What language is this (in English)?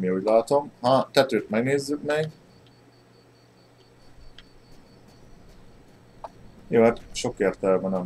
Hungarian